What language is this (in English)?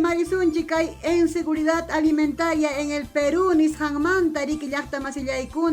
Ayacucho Quechua